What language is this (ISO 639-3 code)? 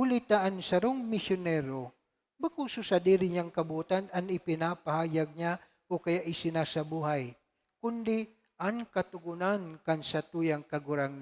bik